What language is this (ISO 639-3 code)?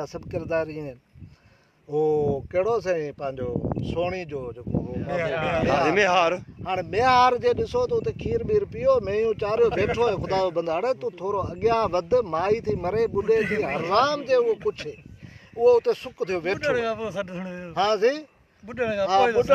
snd